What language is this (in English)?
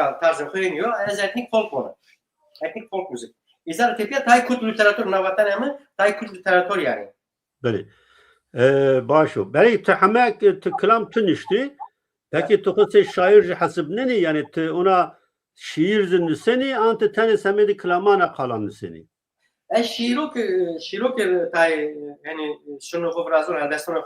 Zaza